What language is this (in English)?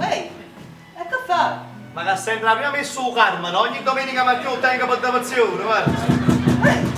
Neapolitan